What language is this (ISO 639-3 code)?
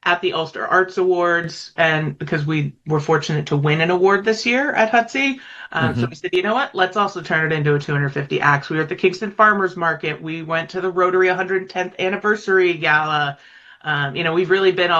eng